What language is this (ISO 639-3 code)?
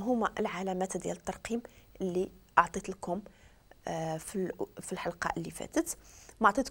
ary